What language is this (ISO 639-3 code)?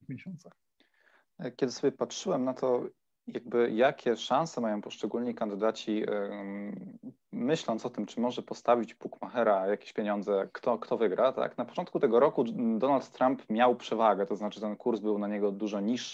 pol